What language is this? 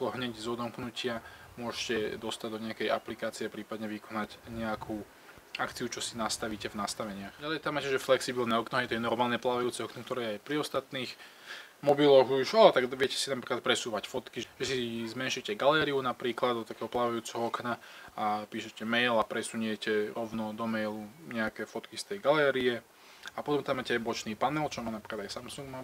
Slovak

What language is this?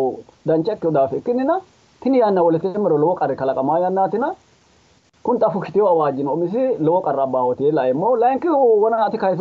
Sidamo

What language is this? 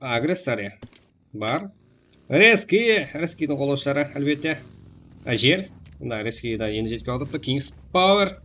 Kara-Kalpak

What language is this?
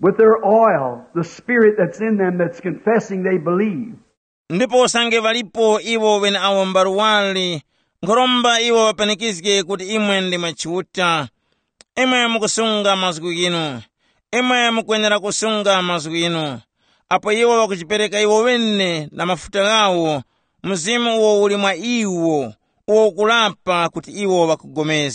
Tumbuka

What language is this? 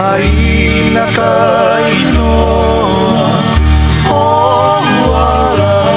Hawaiian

